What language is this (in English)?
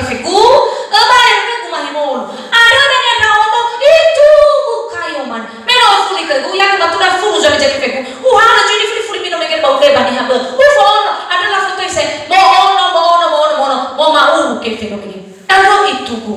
Nias